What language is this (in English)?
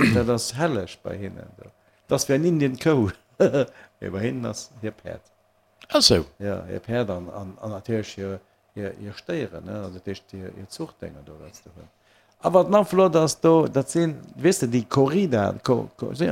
Luxembourgish